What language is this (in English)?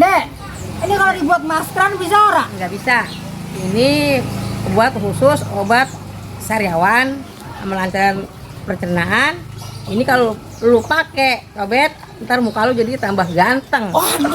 Betawi